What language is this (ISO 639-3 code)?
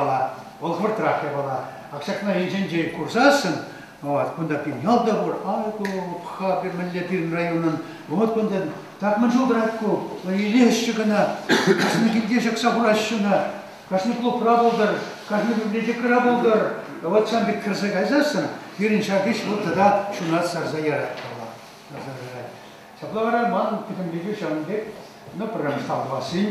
chv